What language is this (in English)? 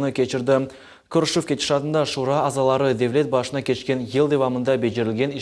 Crimean Tatar